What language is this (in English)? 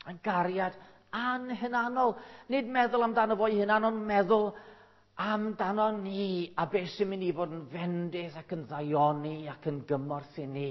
Welsh